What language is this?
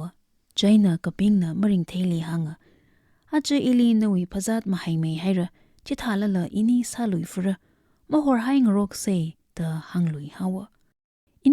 Tangkhul Naga (India)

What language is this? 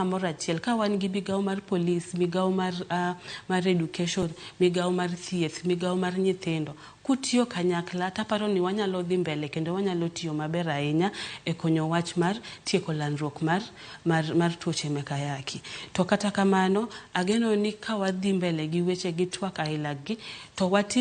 Luo (Kenya and Tanzania)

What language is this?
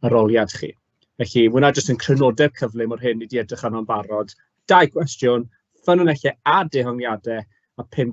Welsh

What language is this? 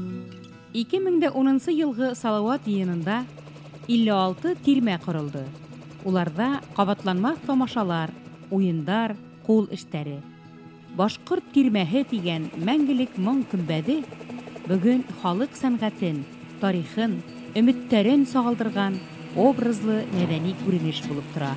Bashkir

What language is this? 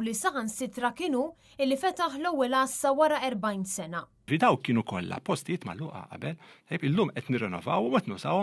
Maltese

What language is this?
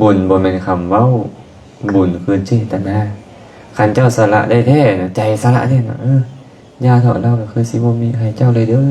Lao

